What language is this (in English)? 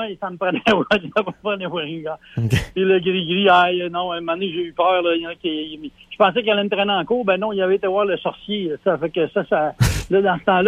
French